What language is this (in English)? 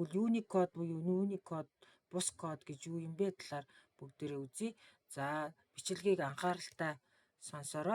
Mongolian